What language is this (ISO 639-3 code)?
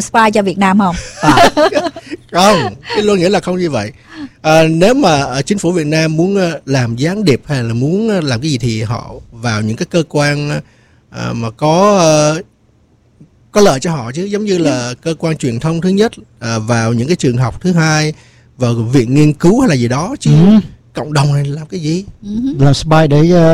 vie